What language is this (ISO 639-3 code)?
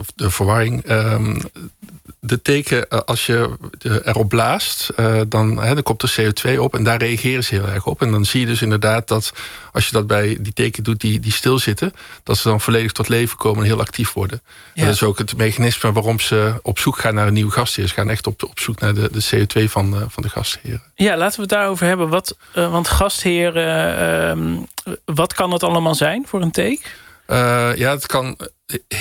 nld